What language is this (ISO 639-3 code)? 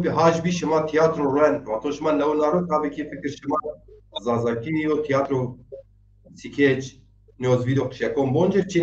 zza